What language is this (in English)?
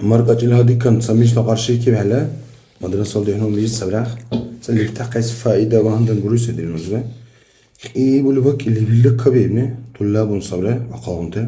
Dargwa